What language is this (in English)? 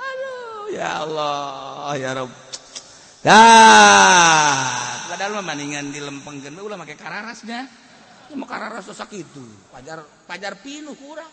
Sundanese